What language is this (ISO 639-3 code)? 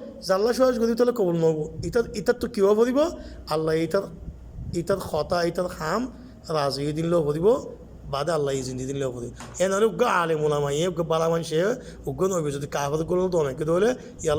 rhg